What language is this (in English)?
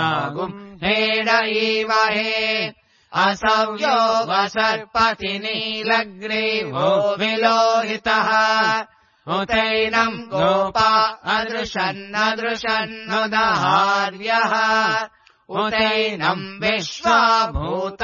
Sanskrit